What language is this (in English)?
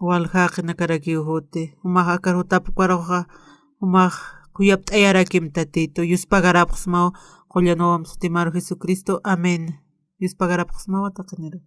Aymara